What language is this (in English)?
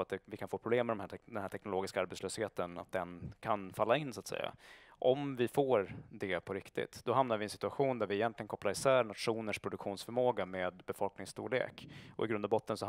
Swedish